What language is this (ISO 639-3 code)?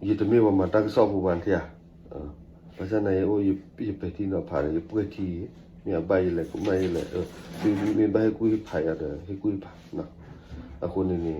ksw